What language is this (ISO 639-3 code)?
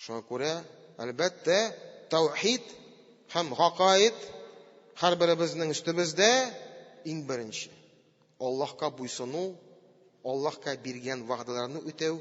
tat